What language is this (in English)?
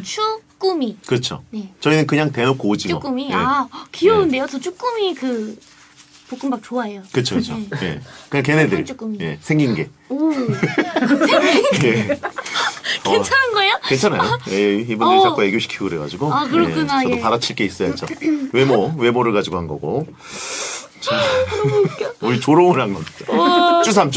Korean